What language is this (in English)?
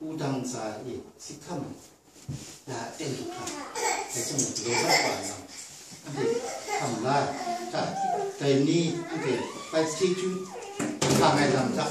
Kachin